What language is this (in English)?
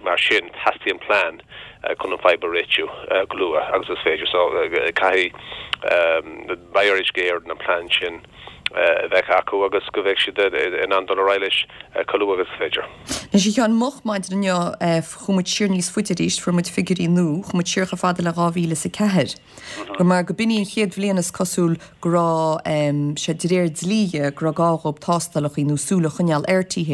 Irish